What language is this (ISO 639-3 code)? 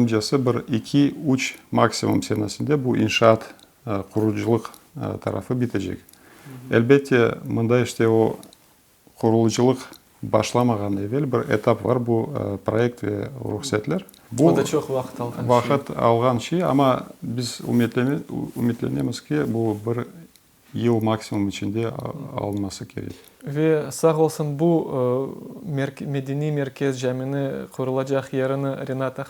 crh